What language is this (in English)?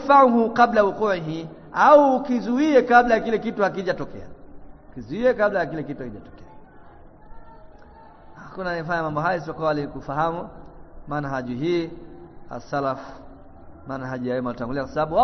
Swahili